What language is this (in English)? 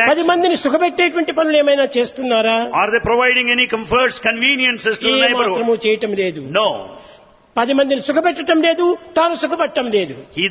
Telugu